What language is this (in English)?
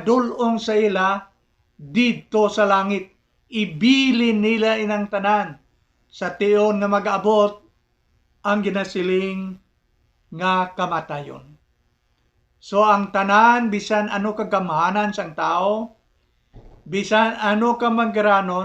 Hiligaynon